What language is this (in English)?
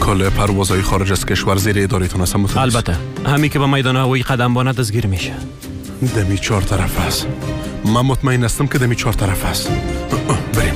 Persian